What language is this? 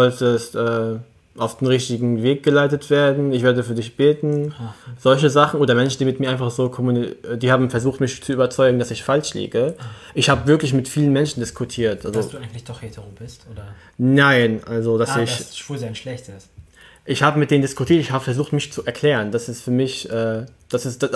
German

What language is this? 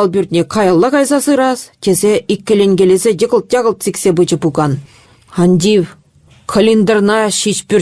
Chuvash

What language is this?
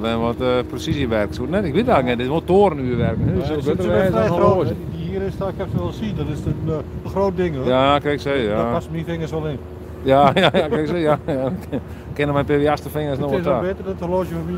Western Frisian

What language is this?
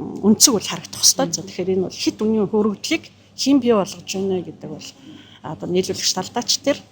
Mongolian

